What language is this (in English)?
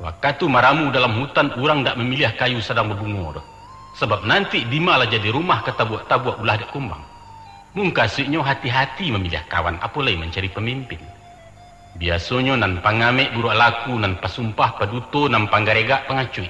Minangkabau